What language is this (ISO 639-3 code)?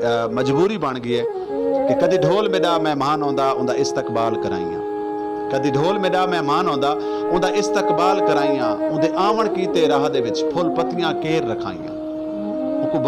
skr